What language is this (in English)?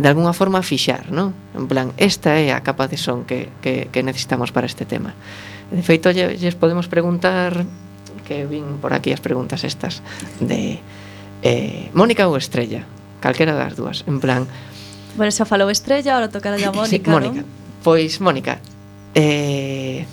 Galician